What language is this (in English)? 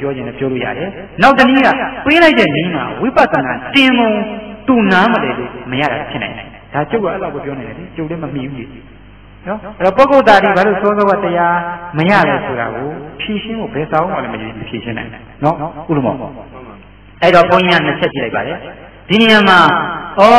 Burmese